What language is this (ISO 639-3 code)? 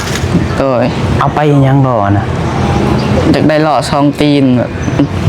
lao